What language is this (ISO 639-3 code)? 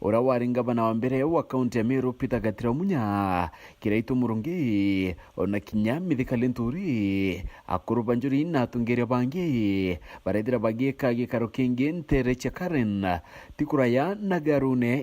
mer